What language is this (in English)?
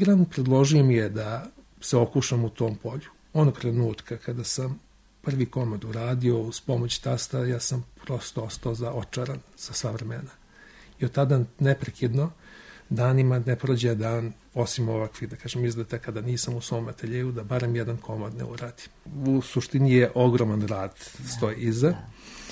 Serbian